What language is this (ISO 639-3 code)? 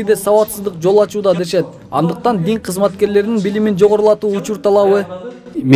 kir